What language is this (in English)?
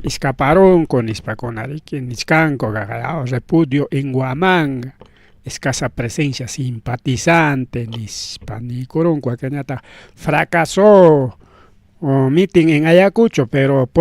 Ayacucho Quechua